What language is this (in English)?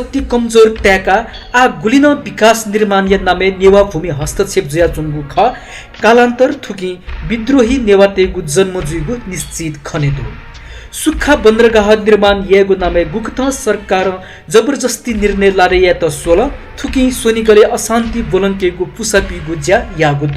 Newari